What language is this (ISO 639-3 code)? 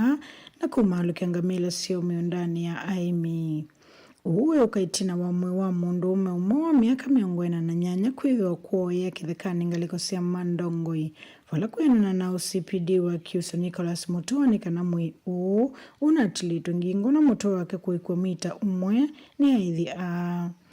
kam